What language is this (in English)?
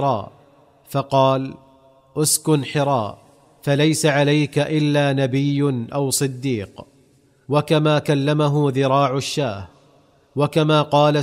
Arabic